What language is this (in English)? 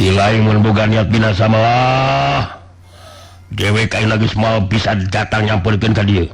Sundanese